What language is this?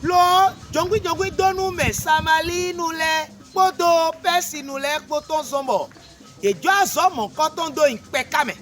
Fon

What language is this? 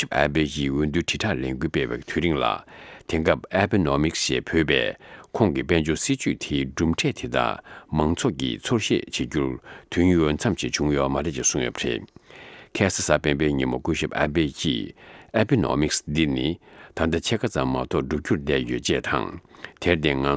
Tibetan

